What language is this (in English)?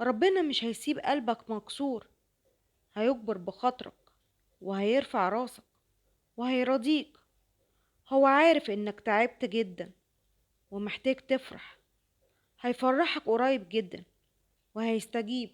Egyptian Arabic